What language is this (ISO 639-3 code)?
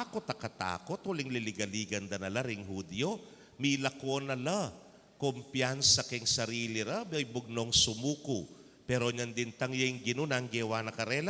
pam